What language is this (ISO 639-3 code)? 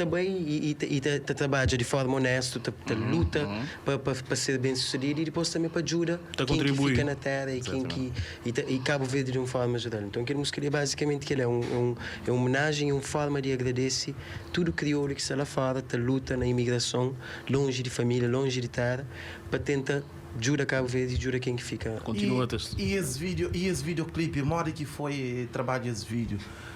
kea